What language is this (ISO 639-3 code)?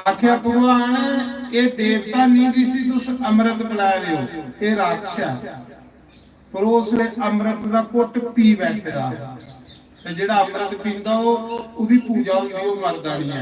doi